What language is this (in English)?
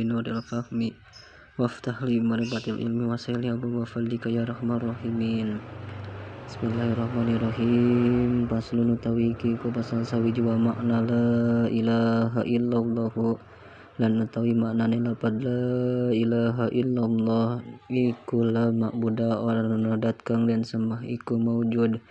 Sundanese